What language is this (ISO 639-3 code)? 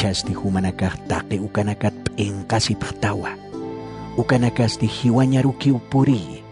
aym